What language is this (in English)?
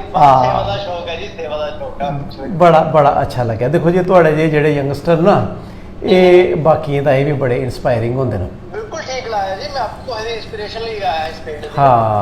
Dogri